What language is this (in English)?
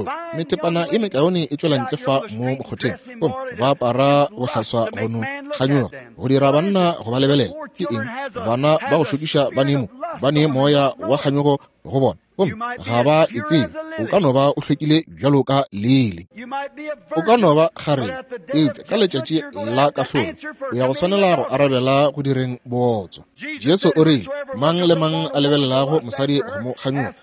Northern Sotho